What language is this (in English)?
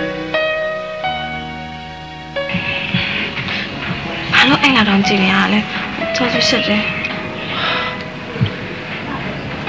Burmese